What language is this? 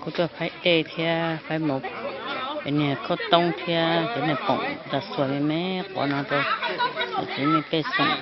Hmong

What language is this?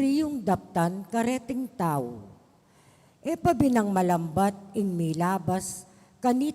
Pampanga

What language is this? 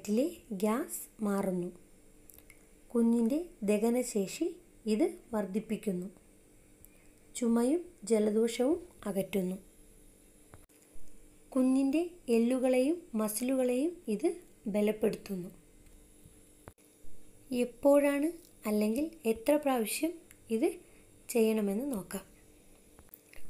Malayalam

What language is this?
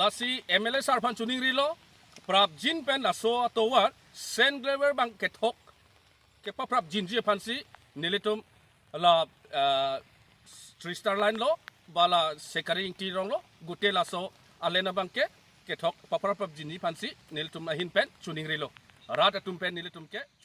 Karbi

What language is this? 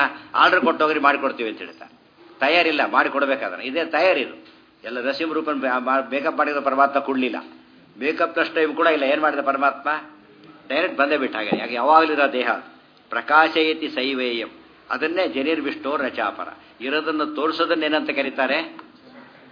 Kannada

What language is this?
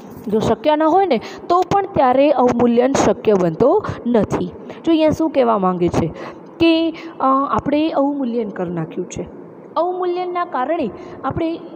Gujarati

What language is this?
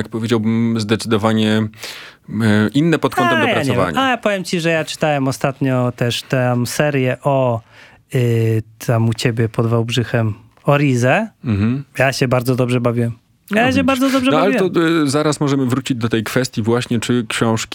Polish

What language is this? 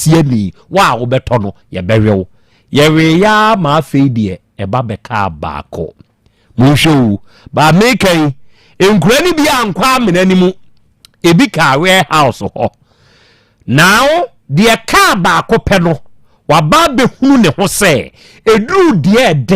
Akan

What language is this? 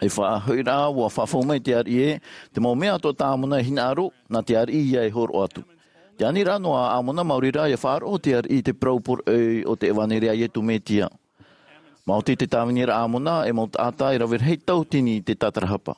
Tahitian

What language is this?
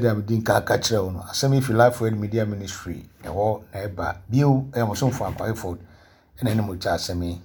Akan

